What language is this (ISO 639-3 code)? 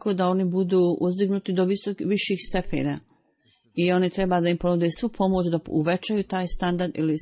bos